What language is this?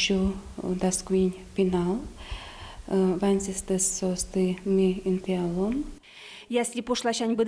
Udmurt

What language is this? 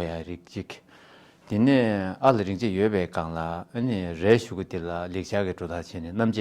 Tibetan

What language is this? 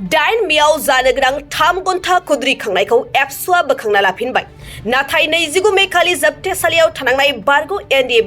Bodo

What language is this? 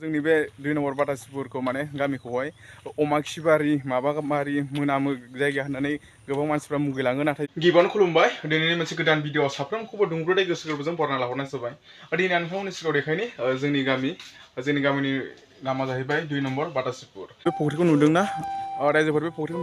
Bodo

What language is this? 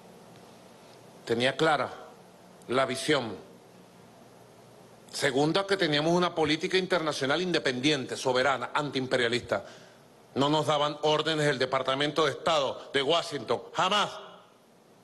Spanish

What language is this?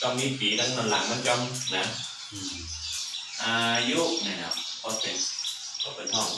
Shan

